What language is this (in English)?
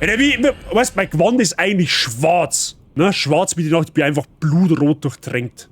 Bavarian